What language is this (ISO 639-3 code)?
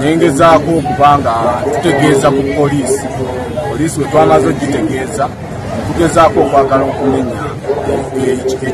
lug